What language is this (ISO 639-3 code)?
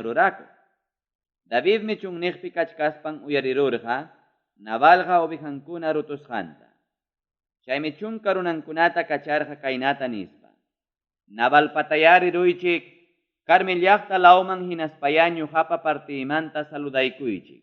quy